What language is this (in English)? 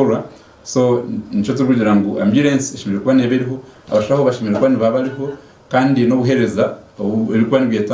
Nyankole